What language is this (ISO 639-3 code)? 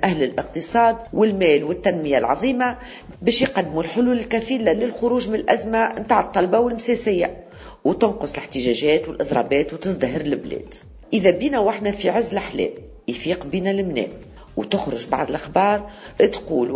aeb